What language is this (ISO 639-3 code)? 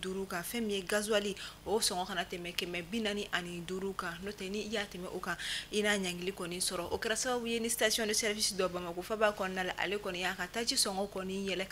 bam